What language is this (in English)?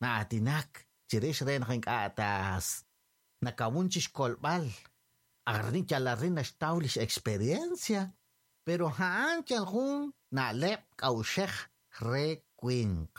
Kekchí